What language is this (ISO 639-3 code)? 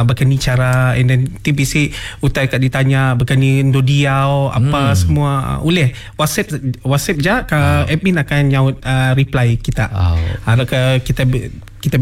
iba